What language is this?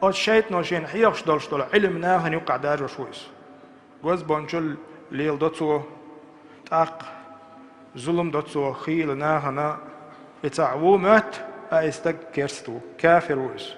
Chechen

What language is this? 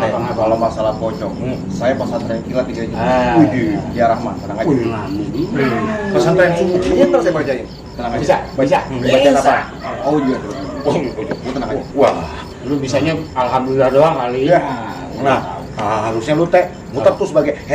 Betawi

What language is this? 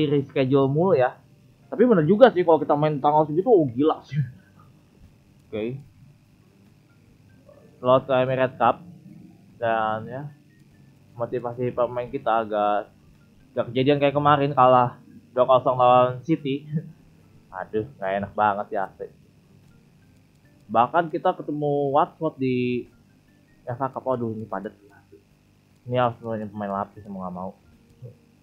Indonesian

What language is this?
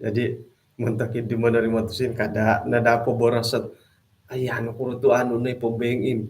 Central Dusun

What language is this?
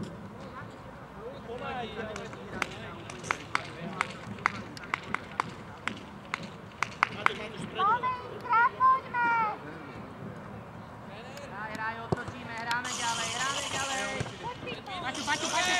Slovak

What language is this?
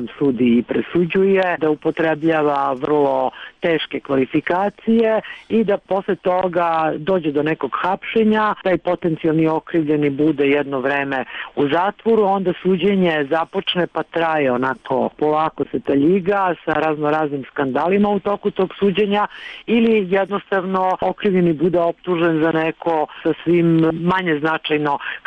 Serbian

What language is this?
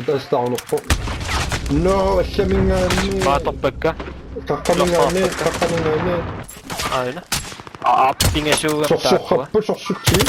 Kalaallisut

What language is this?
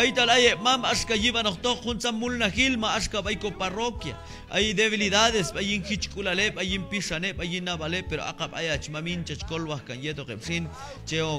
Q'anjob'al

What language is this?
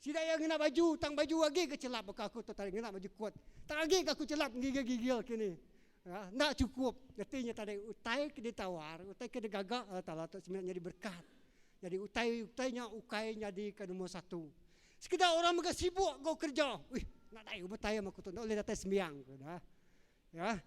Iban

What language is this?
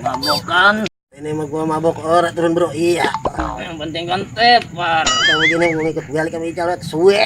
Betawi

